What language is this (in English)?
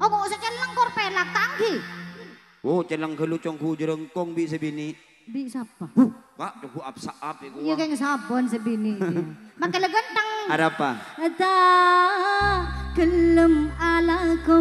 Madurese